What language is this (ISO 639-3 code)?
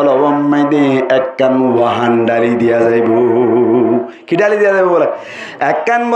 rhg